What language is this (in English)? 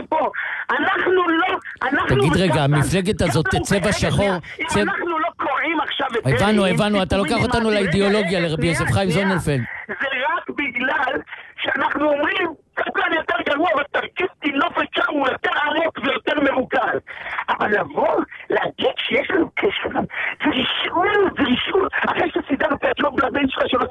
Hebrew